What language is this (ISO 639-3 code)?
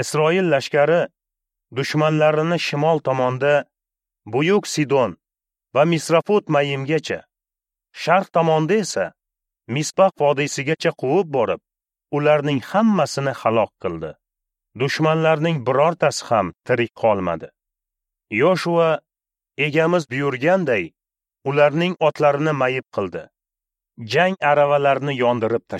uzb